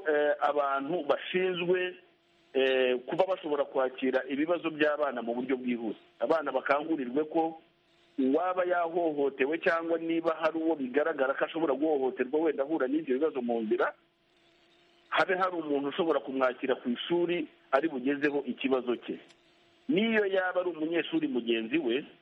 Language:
Kinyarwanda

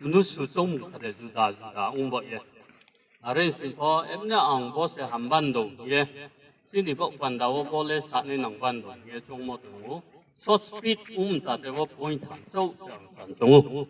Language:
Riang (India)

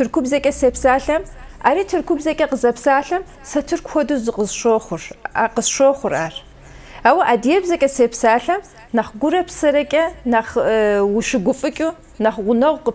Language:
Kabardian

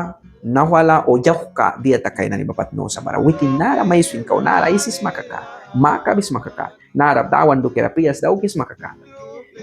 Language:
Mískito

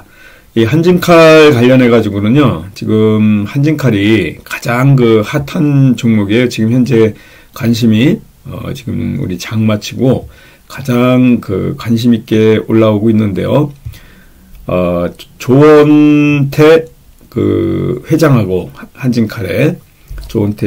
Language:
Korean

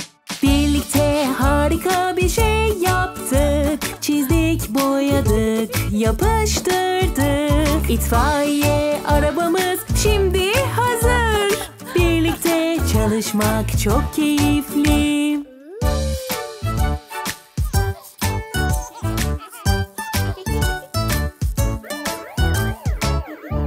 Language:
Turkish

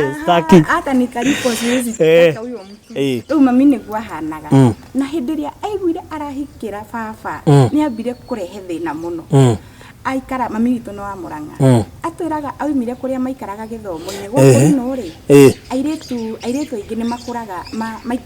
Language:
Kikuyu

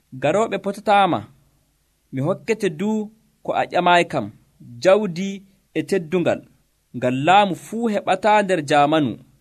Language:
Nigerian Fulfulde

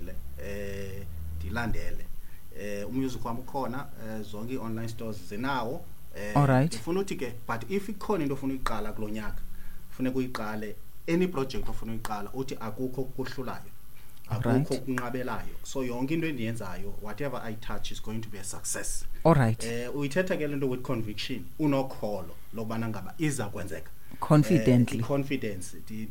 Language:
Xhosa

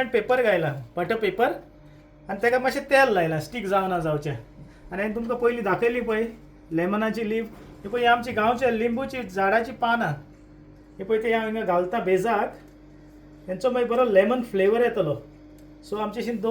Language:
Konkani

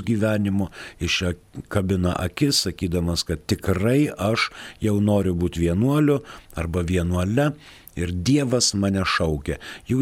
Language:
Lithuanian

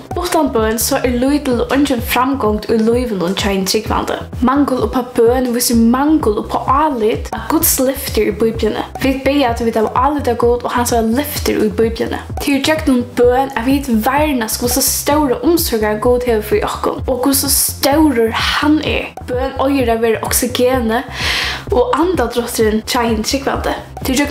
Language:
Faroese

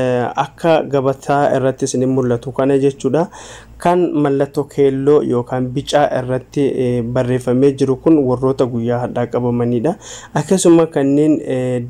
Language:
Oromo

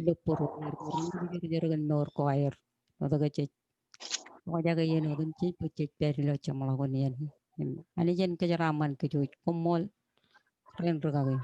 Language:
Marshallese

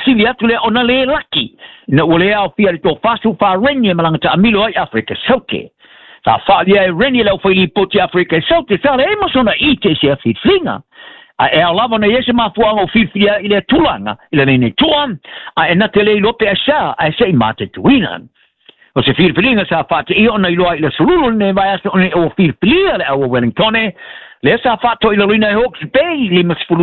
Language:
Samoan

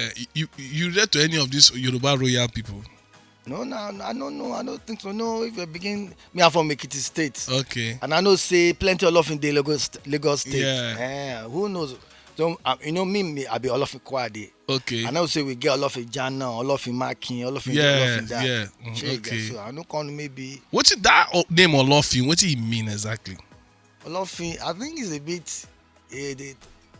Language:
Nigerian Pidgin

